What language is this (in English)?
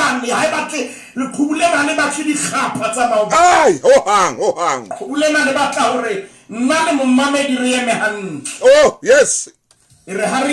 Southern Sotho